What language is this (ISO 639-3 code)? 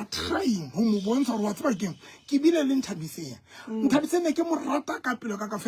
sot